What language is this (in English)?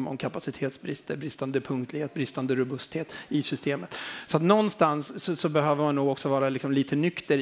Swedish